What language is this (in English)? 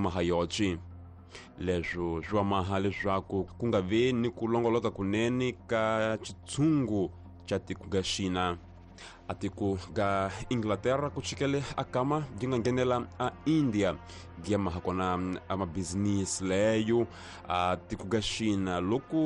Tsonga